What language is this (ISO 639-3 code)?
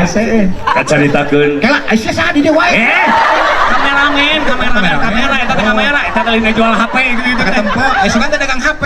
sun